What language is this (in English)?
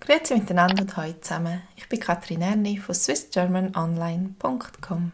Swiss German